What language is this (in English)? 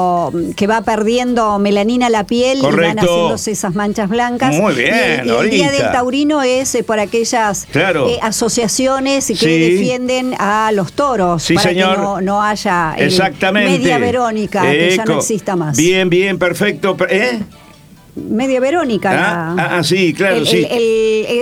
Spanish